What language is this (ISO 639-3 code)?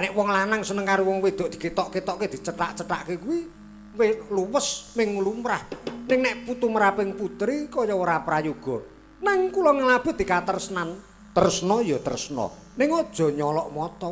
jav